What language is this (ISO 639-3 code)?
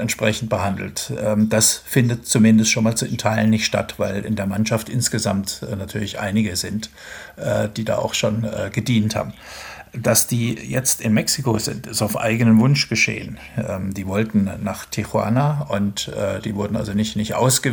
deu